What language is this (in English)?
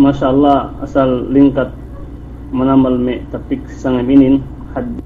Yakan